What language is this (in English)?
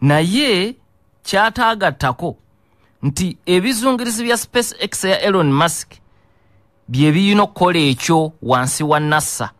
Ganda